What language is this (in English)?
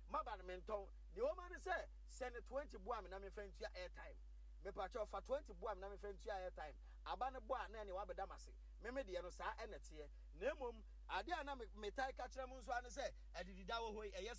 Akan